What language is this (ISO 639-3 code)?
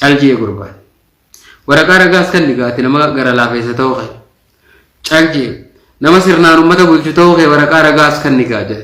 orm